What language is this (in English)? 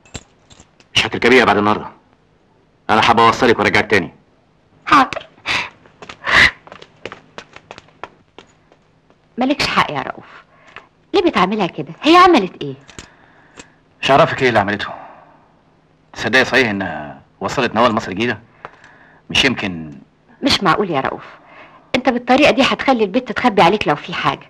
Egyptian Arabic